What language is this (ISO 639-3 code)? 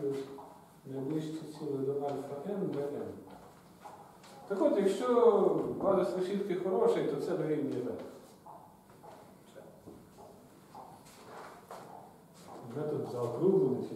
ukr